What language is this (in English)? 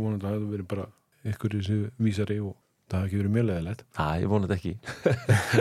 Icelandic